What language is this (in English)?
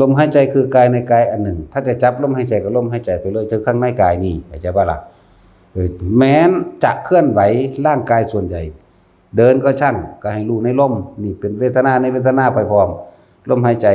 Northeastern Thai